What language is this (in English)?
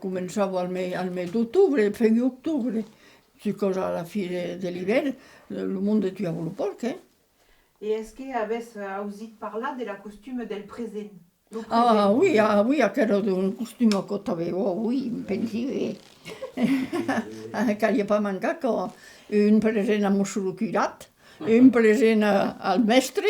Occitan